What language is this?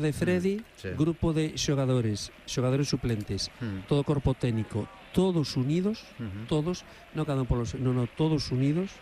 Galician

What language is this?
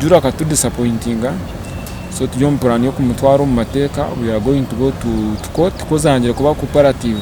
Nyankole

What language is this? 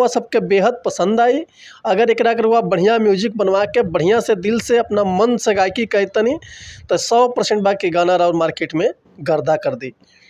Bhojpuri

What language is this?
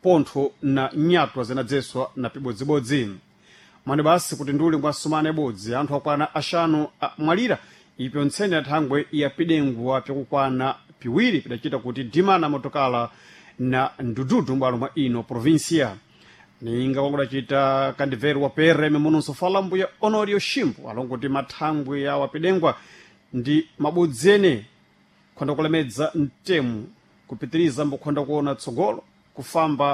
Sena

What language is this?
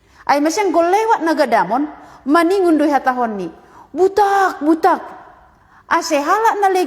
Batak Simalungun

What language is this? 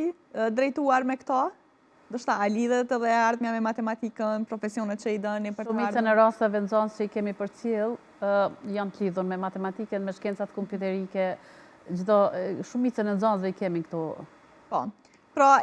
Albanian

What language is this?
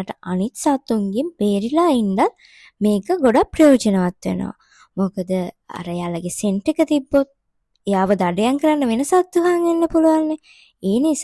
Sinhala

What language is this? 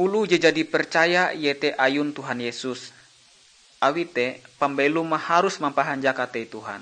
Ngaju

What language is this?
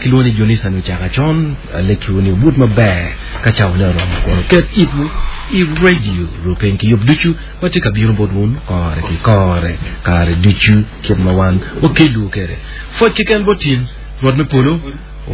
Acoli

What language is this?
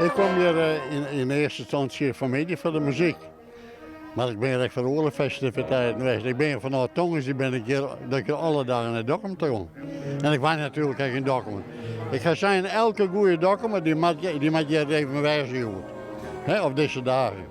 Western Frisian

